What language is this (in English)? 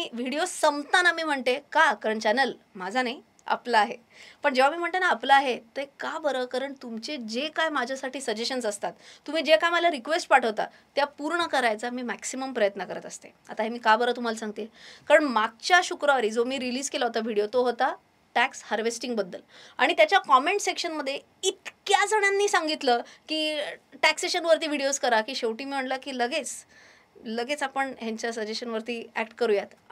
Marathi